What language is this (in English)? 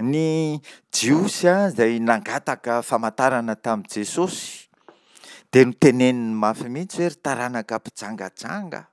Malagasy